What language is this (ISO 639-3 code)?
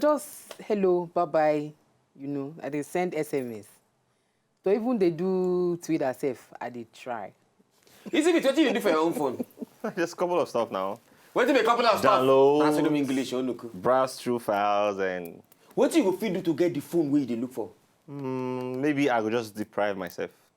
pcm